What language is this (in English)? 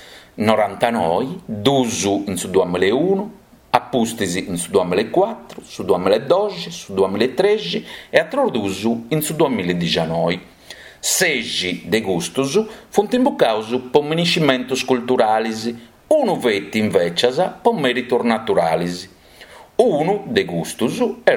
Sardinian